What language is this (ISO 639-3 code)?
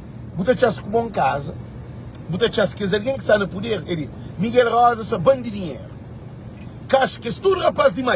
kea